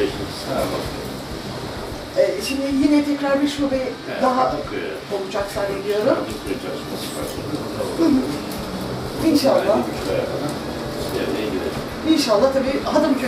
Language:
Turkish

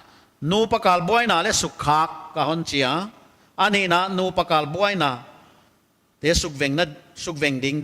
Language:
Paite Chin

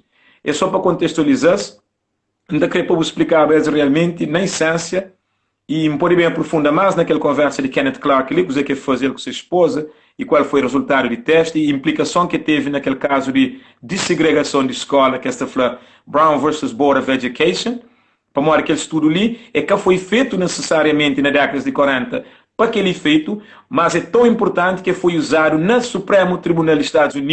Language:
Kabuverdianu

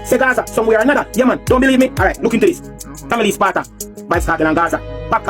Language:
Jamaican Creole English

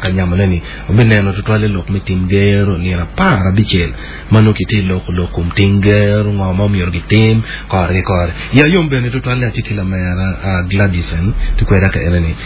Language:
Acoli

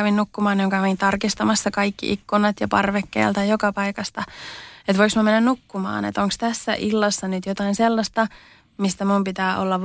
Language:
Finnish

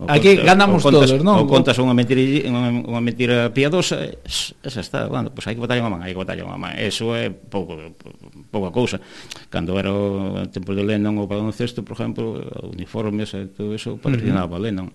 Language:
Galician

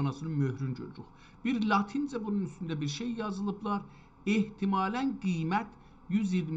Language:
South Azerbaijani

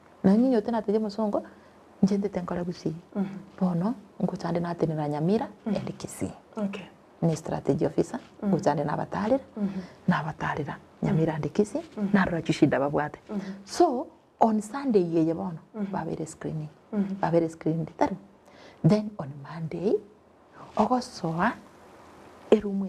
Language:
Gusii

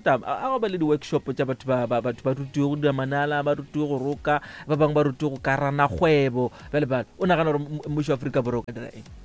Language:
Northern Sotho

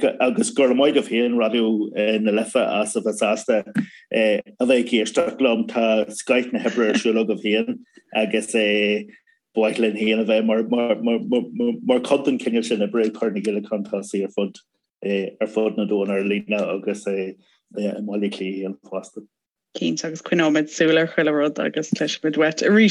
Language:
Irish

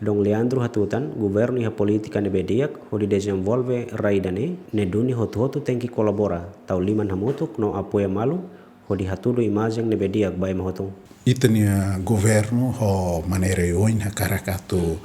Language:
Tetum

